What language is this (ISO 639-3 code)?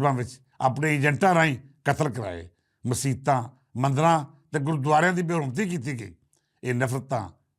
lah